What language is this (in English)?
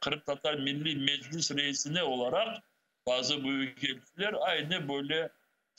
Crimean Tatar